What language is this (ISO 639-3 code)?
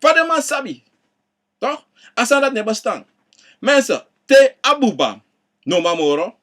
srn